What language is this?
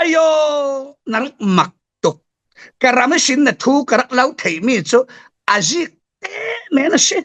Falam Chin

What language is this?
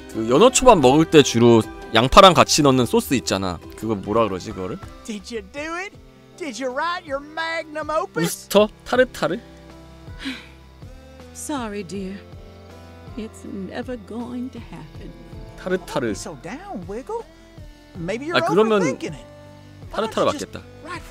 Korean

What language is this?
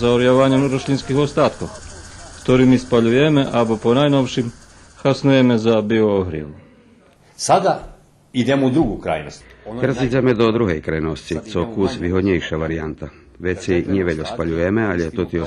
Rusyn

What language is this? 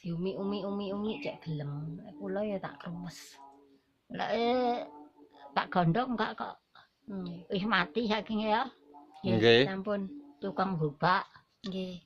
Javanese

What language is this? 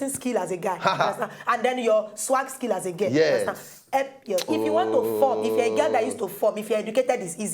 Nigerian Pidgin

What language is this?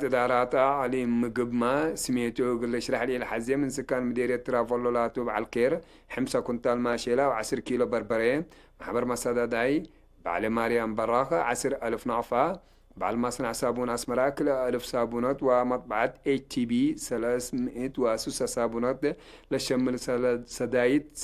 Tigre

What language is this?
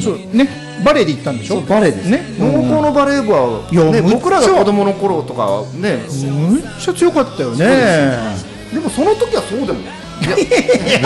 Japanese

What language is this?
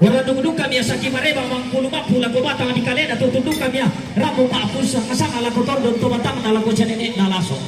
Toraja-Sa'dan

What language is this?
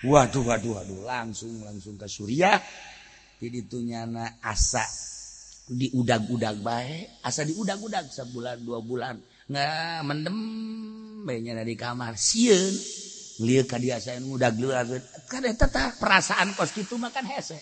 Sundanese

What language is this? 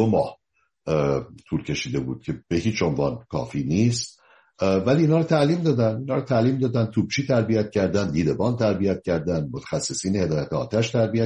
Persian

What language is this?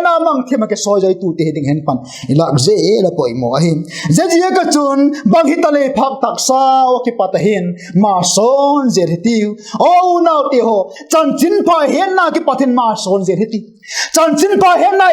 Vaiphei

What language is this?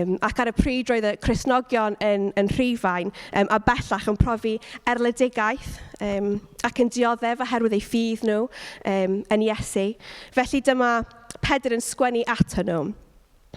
Welsh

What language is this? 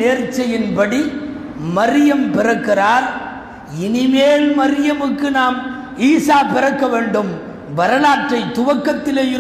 Tamil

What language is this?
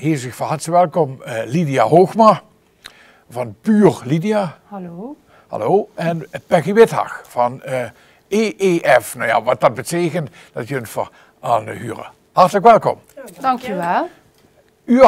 Limburgish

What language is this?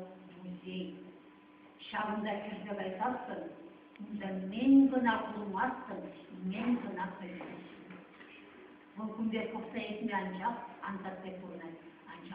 Chuvash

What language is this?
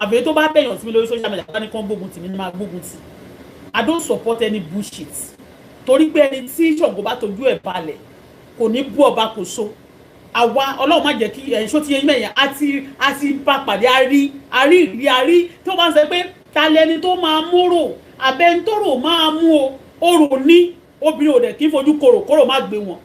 Yoruba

